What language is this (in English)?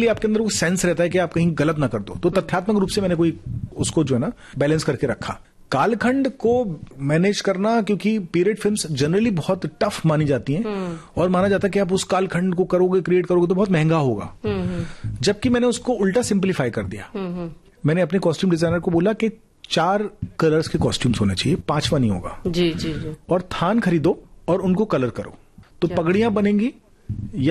Hindi